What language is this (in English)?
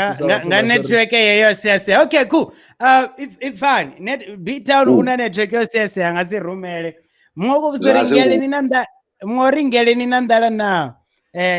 Venda